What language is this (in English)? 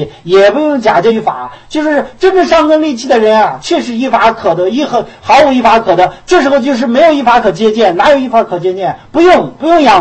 Chinese